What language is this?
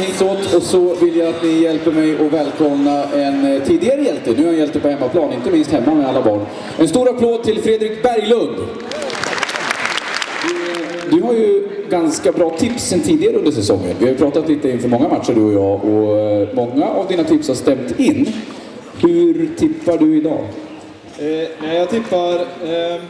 Swedish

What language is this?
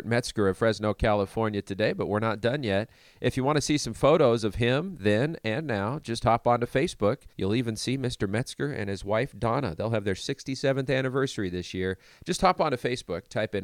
English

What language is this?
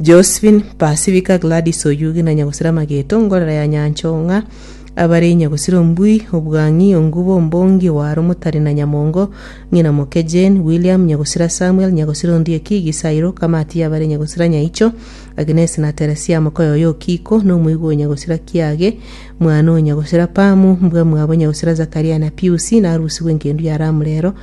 Gusii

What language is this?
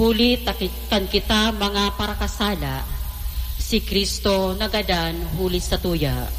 Bikol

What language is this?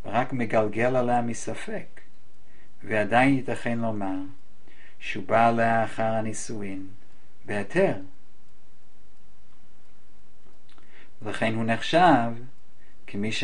Hebrew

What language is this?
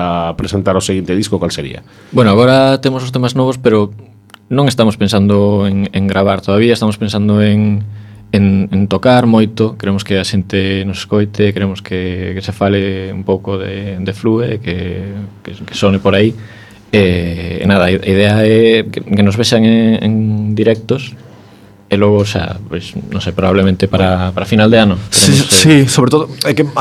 Galician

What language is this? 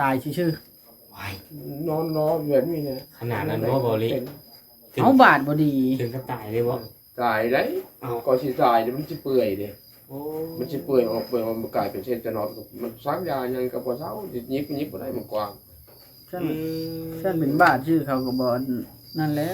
Northeastern Thai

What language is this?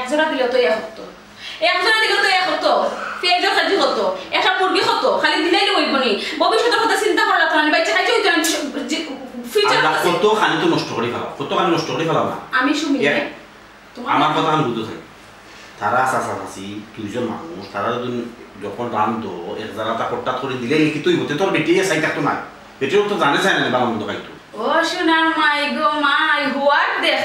Sylheti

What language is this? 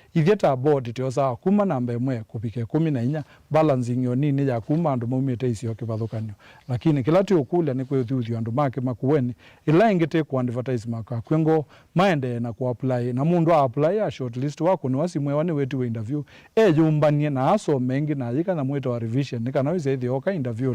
Kamba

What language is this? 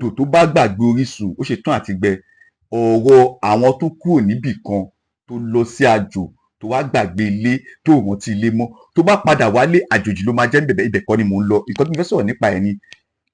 Yoruba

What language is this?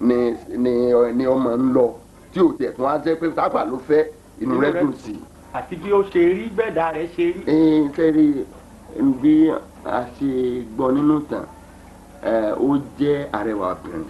Yoruba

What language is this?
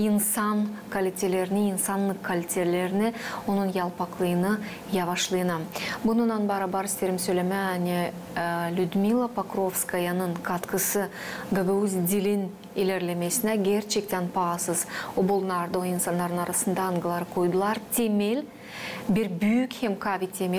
Gagauz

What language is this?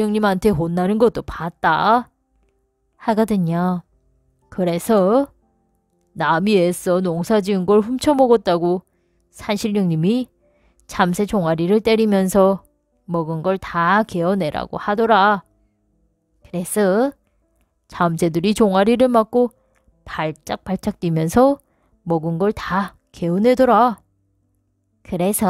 Korean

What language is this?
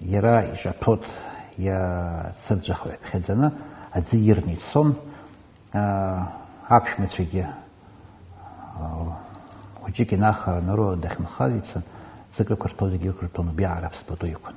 Abkhazian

